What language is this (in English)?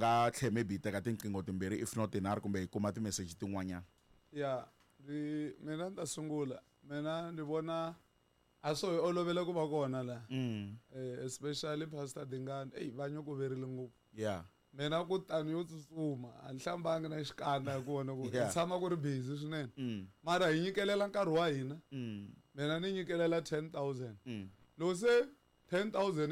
Tsonga